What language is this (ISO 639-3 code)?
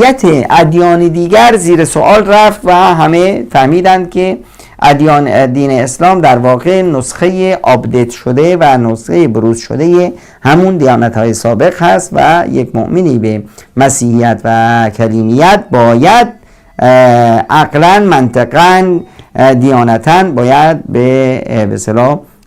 fas